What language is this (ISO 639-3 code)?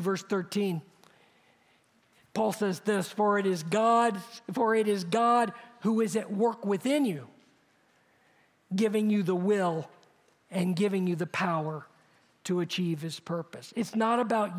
eng